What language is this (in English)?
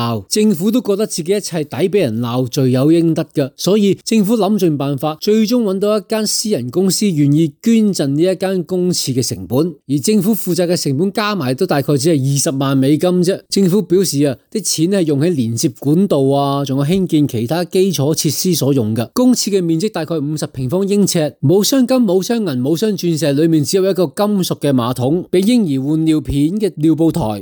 Cantonese